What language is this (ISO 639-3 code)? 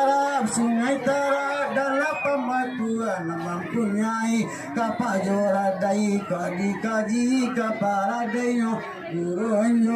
min